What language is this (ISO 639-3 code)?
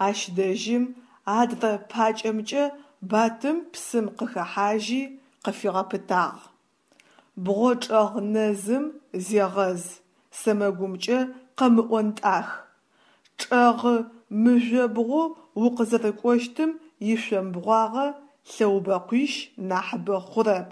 ady